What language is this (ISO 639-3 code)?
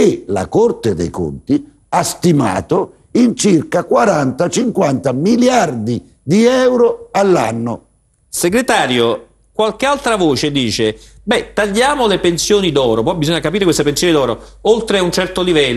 ita